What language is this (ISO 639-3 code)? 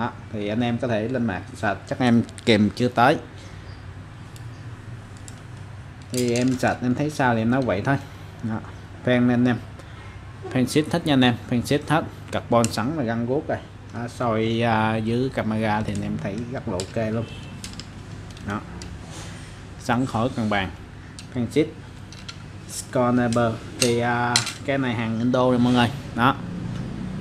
vie